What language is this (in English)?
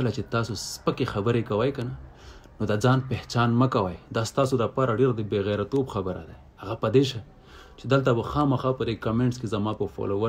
Pashto